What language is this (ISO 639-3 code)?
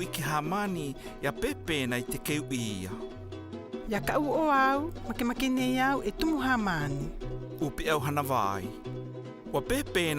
mqm